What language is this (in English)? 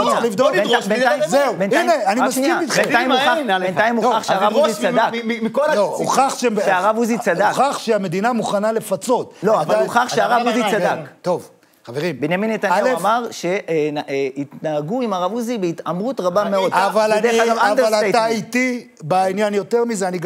Hebrew